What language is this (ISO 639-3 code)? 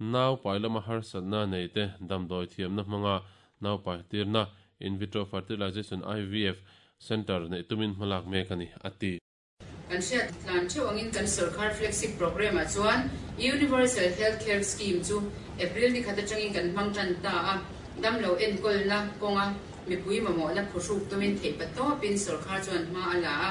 lus